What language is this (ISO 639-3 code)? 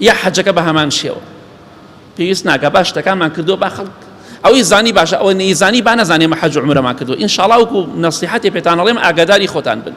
ckb